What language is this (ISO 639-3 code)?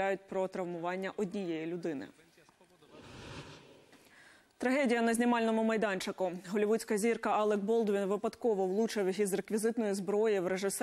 ukr